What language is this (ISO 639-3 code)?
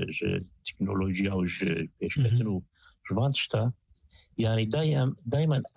kur